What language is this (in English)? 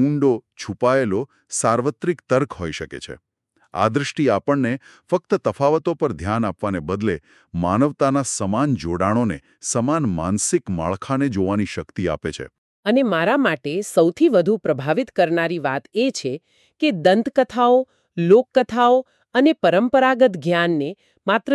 Gujarati